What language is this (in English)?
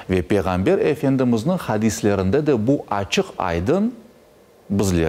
Crimean Tatar